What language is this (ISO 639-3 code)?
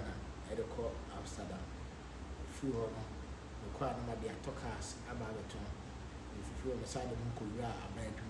aka